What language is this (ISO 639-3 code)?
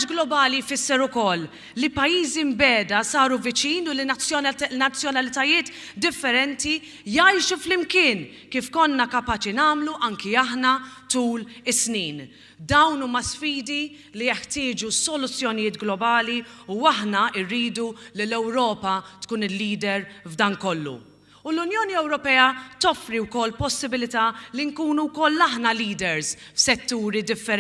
mlt